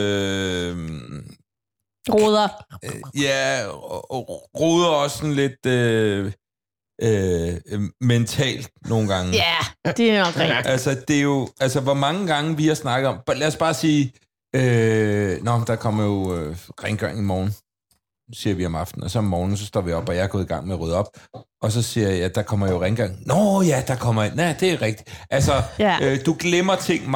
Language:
Danish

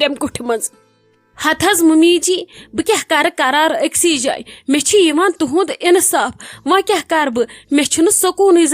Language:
Kashmiri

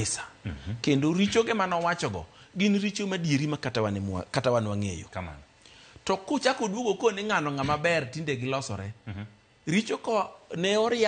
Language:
Luo (Kenya and Tanzania)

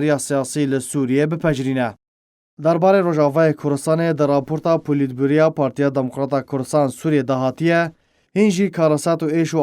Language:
Kurdish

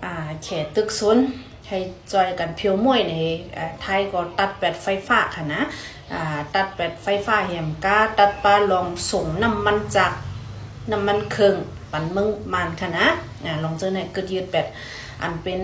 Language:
Shan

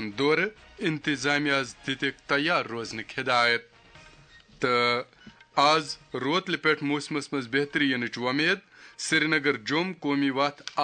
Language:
Kashmiri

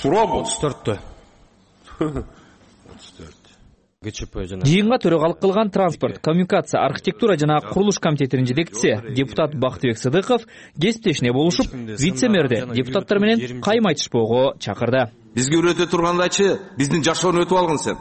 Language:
Kyrgyz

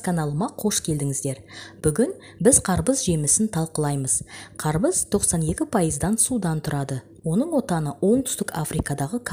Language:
Kazakh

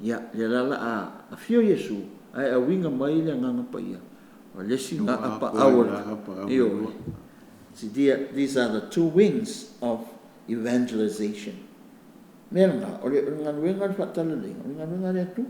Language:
Samoan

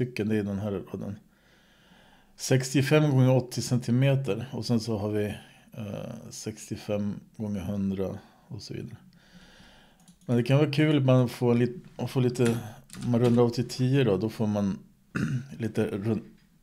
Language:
Swedish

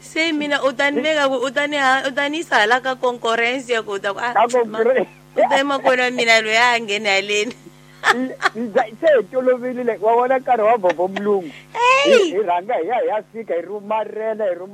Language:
Tsonga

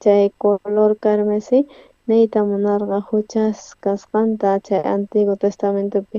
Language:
South Bolivian Quechua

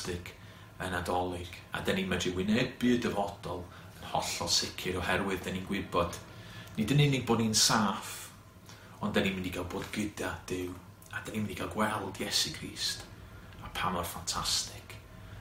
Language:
Welsh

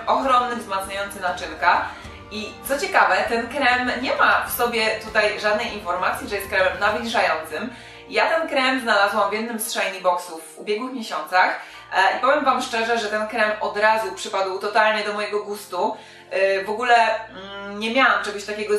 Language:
Polish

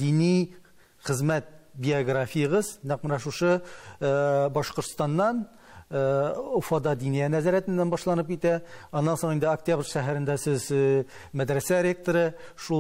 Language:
Tatar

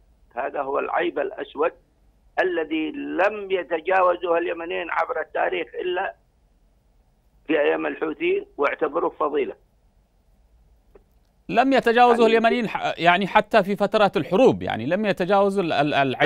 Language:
Arabic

